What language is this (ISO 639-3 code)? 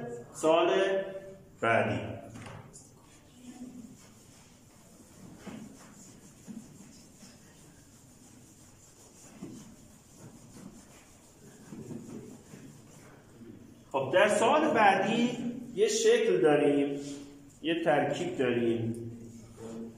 fas